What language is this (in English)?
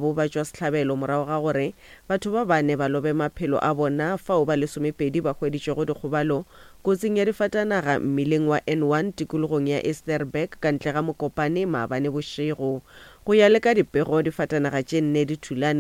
Northern Sotho